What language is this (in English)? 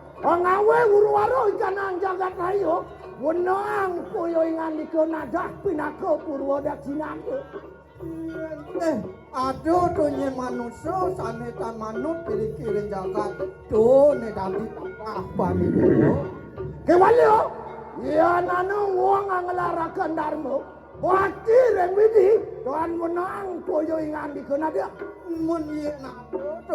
Balinese